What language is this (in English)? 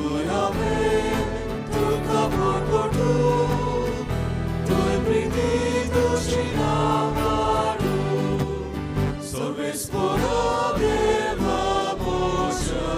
Konkani